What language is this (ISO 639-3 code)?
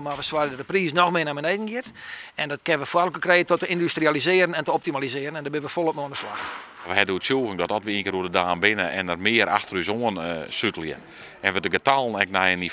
fry